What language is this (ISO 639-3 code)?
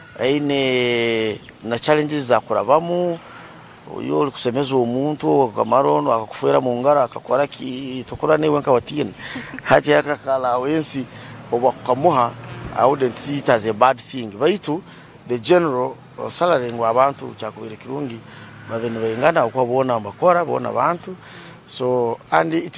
nyn